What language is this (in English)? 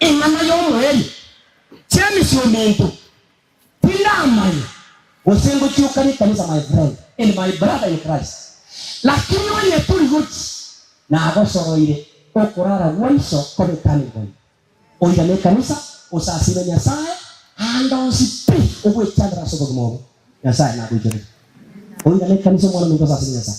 Gusii